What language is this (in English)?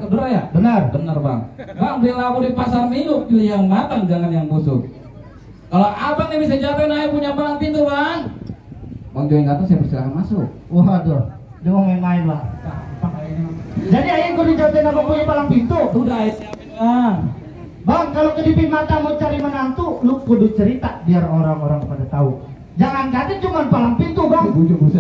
Betawi